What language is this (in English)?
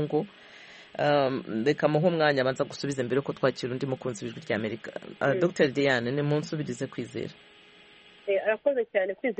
Kinyarwanda